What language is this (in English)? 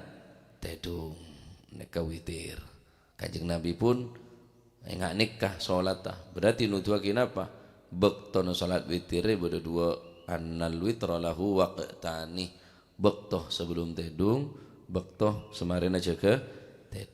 Madurese